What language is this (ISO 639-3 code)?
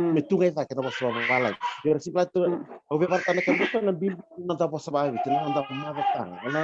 fij